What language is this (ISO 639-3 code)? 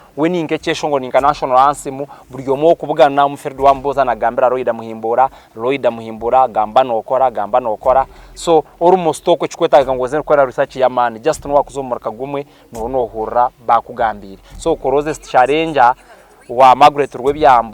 nyn